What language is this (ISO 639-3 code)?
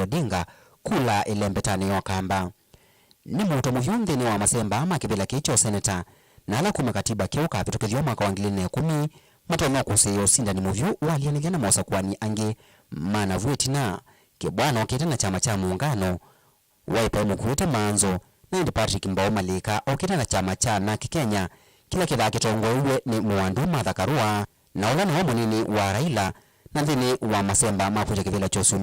kam